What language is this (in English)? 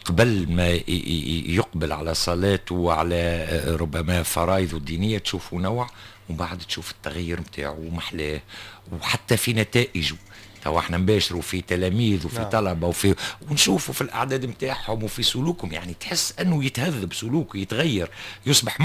Tunisian Arabic